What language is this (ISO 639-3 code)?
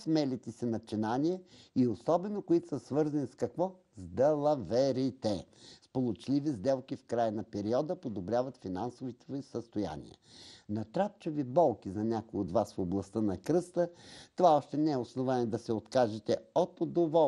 bul